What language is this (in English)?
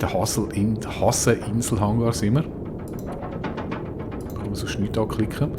Swiss German